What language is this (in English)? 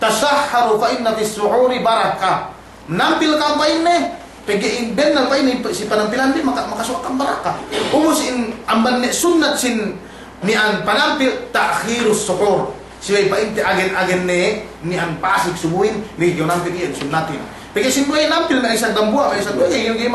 Yakan